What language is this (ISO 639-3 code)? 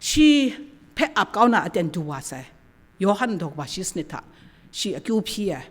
kac